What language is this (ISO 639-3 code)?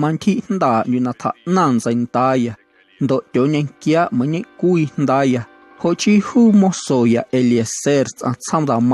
amu